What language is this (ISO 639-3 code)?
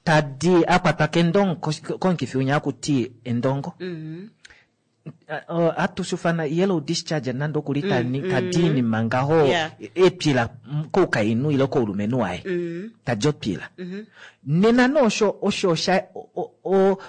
kua